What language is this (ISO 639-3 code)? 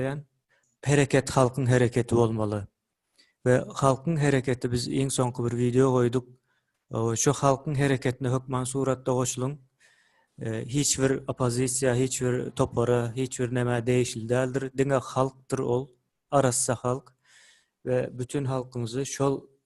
tuk